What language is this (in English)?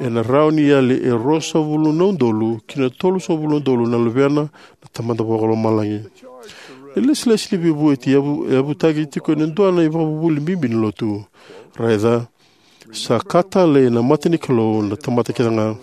Fijian